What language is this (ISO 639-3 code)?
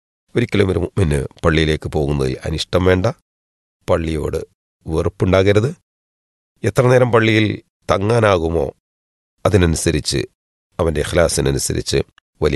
mal